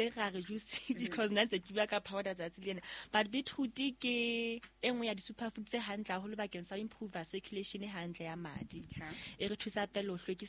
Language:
Southern Sotho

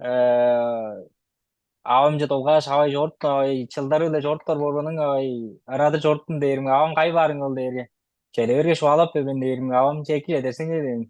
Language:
Tuvinian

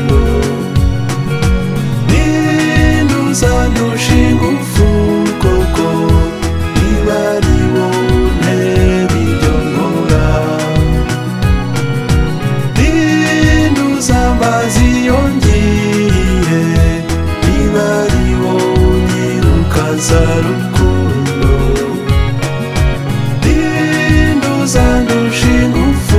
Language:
Kinyarwanda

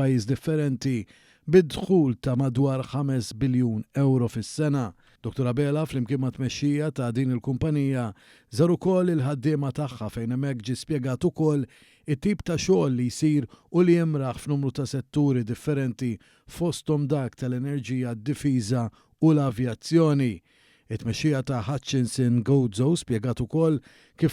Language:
Maltese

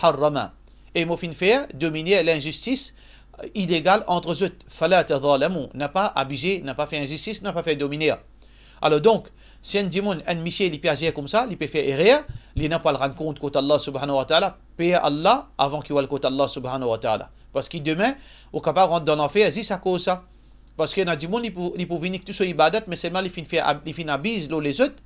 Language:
Morisyen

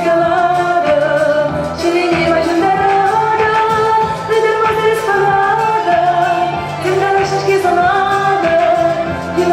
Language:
Chuvash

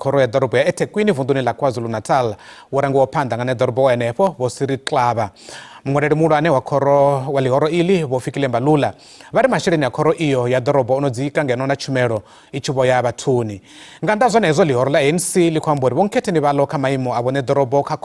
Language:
Venda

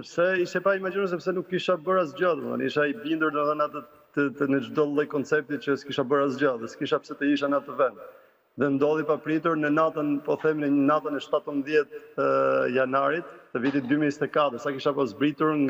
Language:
Albanian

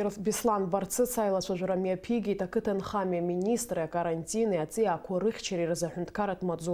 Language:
Abkhazian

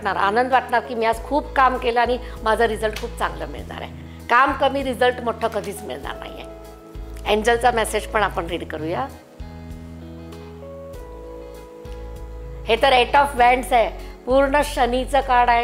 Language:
Marathi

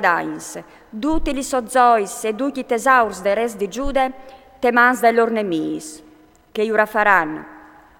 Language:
Friulian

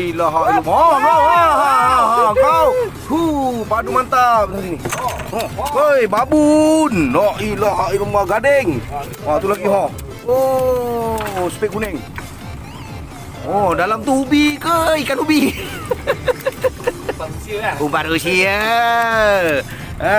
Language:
Malay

